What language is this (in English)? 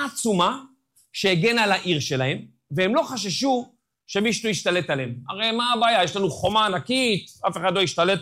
Hebrew